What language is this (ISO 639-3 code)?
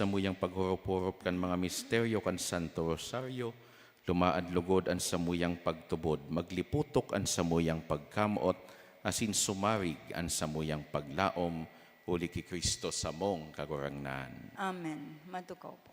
bik